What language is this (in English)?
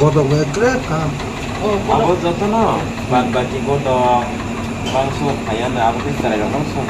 Kok Borok